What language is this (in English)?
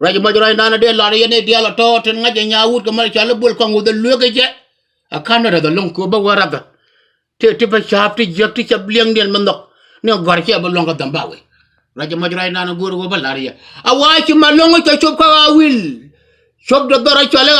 Nuer